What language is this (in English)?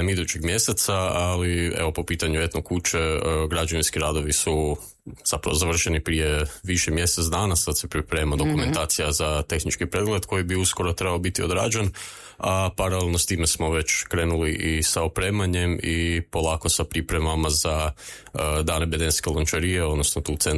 Croatian